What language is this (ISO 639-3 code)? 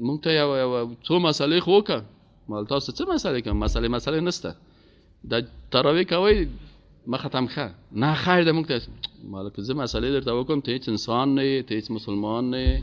fas